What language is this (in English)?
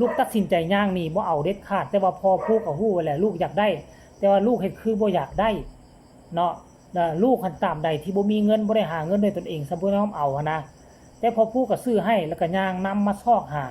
Northeastern Thai